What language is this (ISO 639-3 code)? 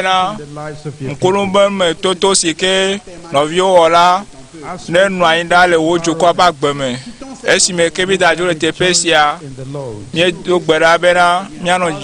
ewe